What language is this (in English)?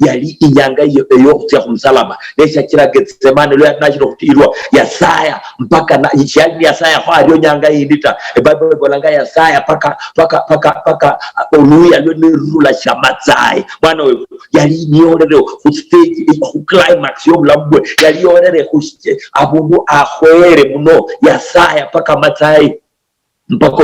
Luyia